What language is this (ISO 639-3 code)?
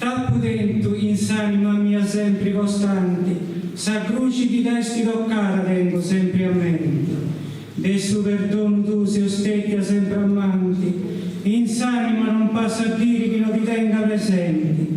srd